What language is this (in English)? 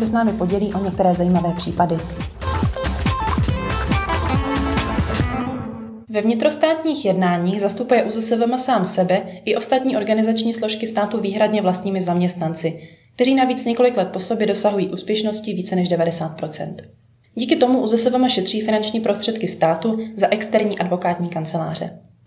Czech